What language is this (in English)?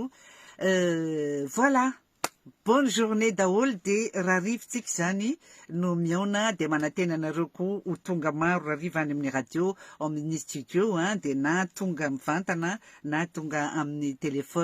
Malagasy